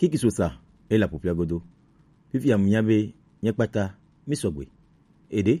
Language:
Gen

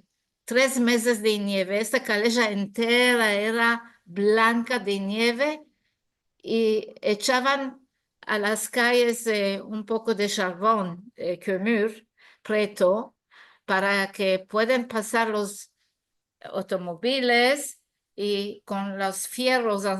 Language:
Ladino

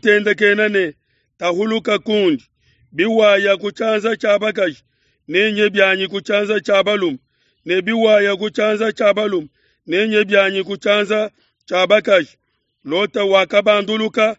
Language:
Luba-Lulua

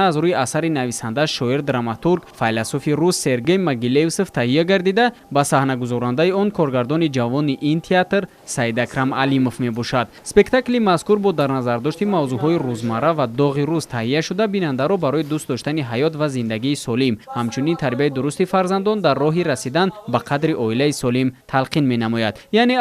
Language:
Tajik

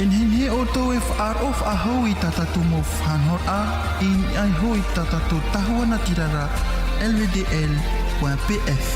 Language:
Tahitian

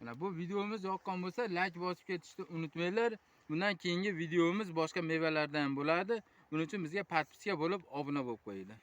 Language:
Uzbek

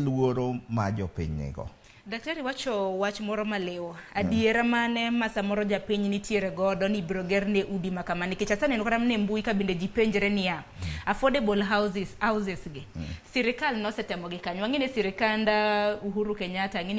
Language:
Luo (Kenya and Tanzania)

